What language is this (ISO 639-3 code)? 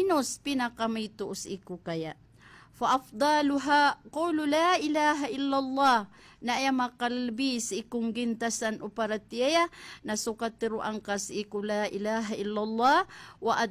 mrw